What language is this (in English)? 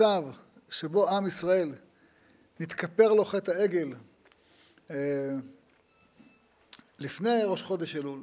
Hebrew